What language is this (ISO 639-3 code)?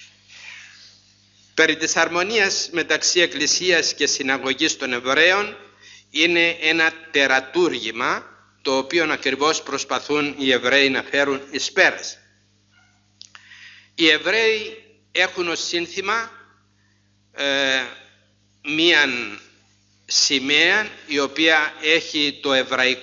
ell